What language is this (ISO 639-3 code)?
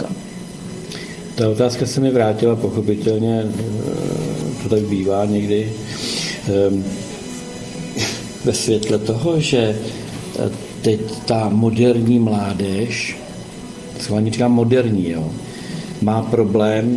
ces